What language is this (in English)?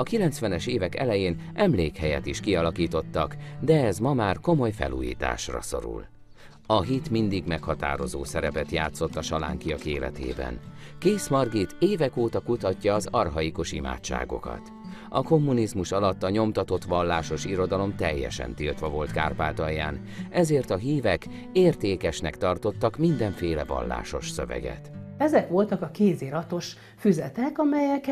Hungarian